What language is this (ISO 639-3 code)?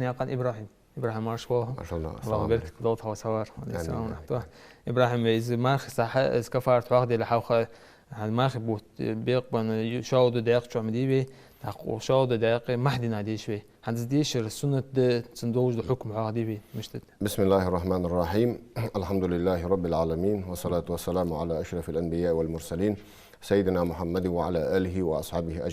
inh